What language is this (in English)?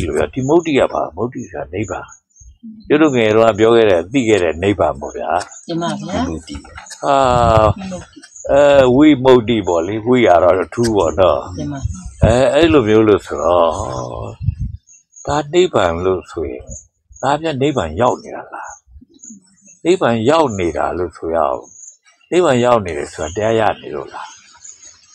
Burmese